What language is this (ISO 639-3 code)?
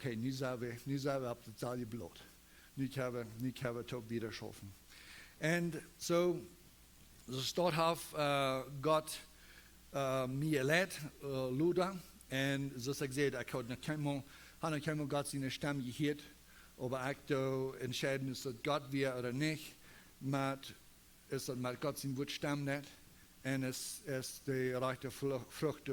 pdt